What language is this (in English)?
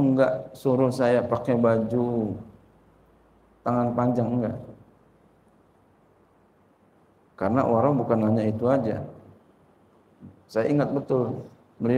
Indonesian